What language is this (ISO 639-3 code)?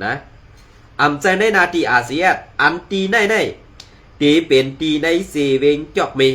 shn